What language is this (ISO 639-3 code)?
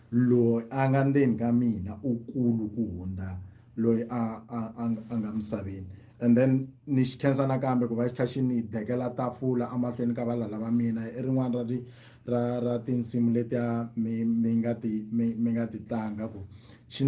tso